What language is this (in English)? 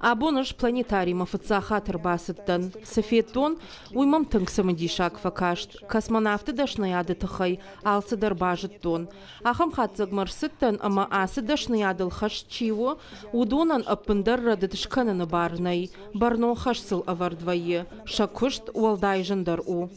Ossetic